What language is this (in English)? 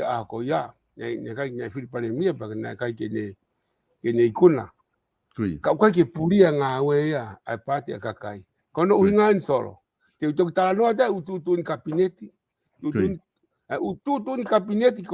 Tongan